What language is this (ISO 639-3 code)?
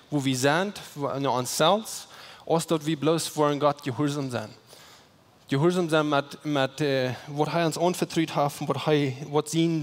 pdt